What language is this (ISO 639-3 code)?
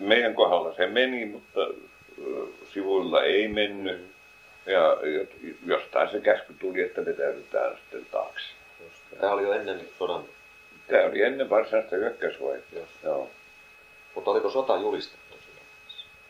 fin